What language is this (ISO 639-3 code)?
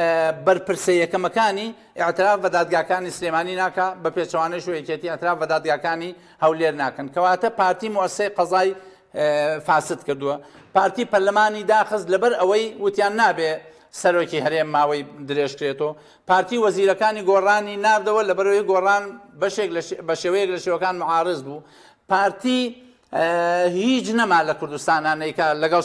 ckb